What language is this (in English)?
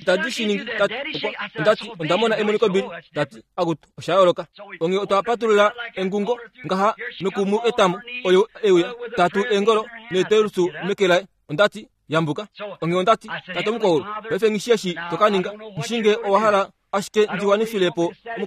Kuanyama